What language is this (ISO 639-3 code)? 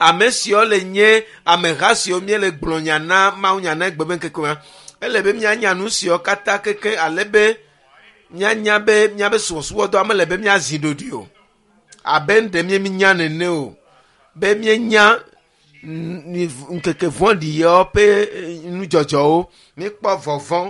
ewe